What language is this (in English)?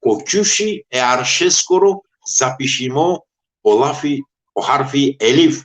Balkan Romani